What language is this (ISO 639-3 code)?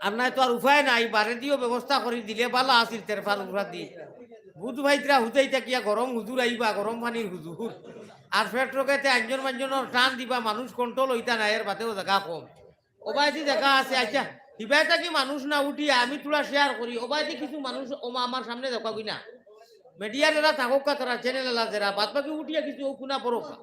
syl